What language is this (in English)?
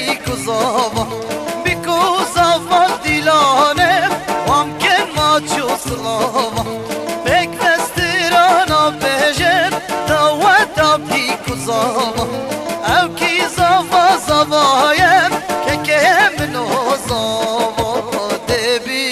Kurdish